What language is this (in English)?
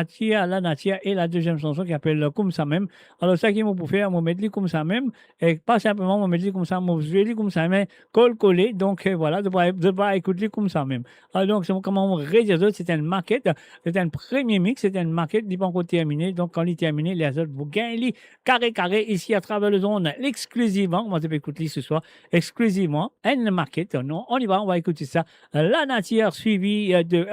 Morisyen